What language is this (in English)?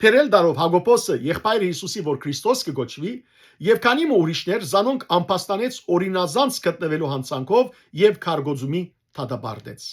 Western Armenian